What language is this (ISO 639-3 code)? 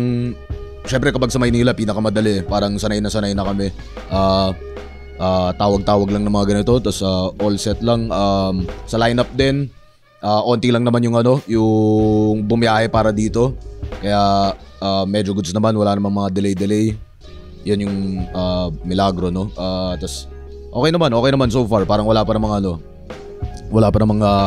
fil